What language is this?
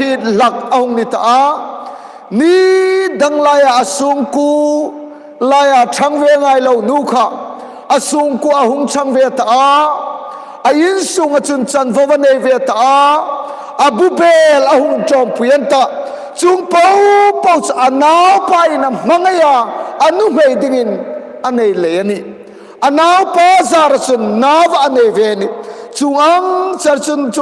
Hmar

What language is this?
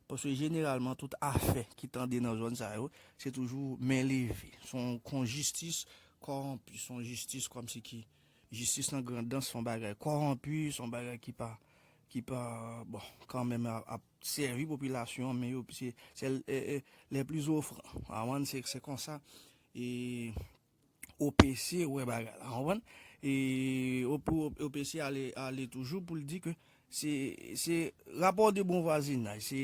Haitian Creole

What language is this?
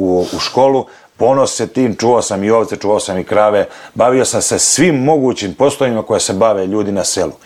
Serbian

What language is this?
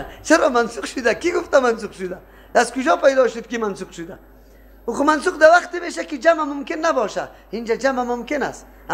Persian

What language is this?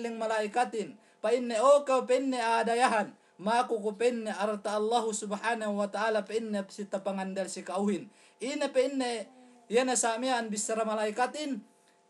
Yakan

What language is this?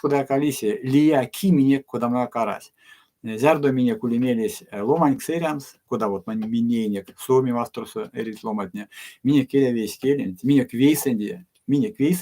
Erzya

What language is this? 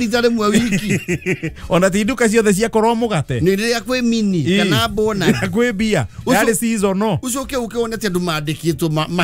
Kikuyu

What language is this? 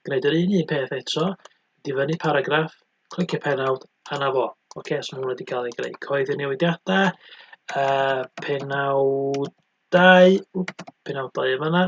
Welsh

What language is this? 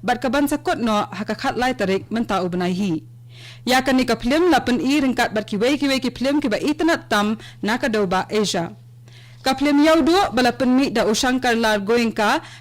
Khasi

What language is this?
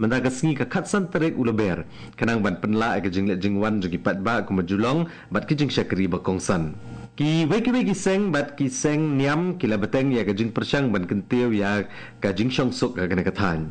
Khasi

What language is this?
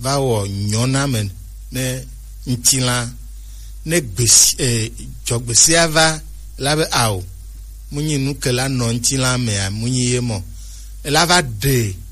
Gen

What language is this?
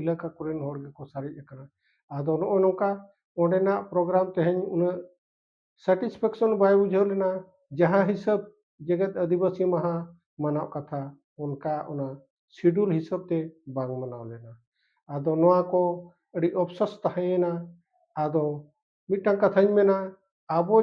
Santali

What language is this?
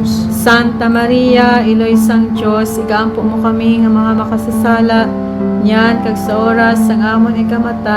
Hiligaynon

